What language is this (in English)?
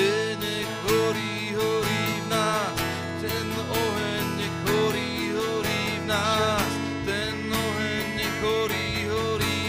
Slovak